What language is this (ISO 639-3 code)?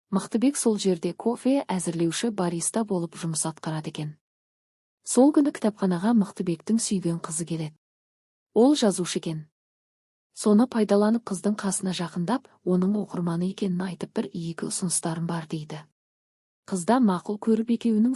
kaz